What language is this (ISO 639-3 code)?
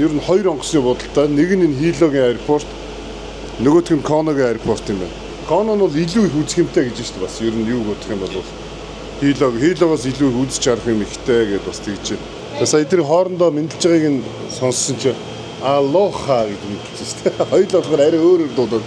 mon